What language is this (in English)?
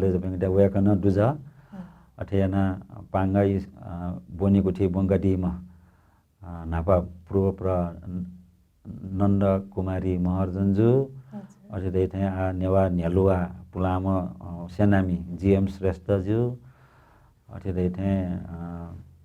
Newari